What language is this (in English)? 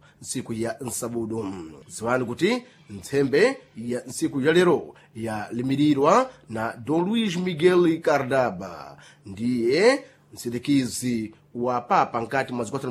Sena